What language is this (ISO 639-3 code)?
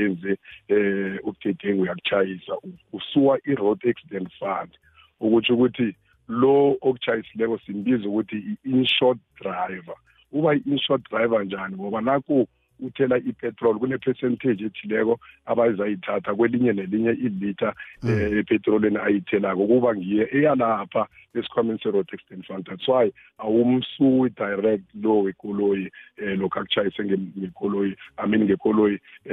nbl